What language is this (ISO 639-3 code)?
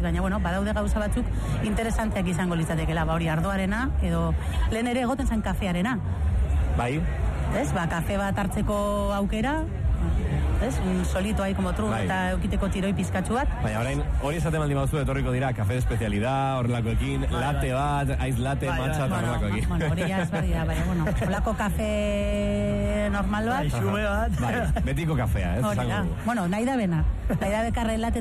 eus